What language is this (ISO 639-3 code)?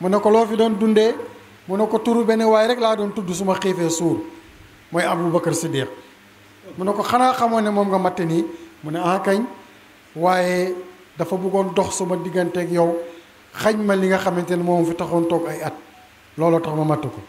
wol